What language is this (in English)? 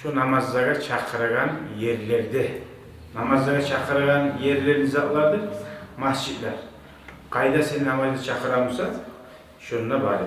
Kumyk